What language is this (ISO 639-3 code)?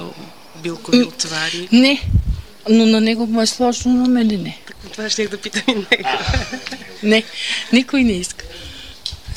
bul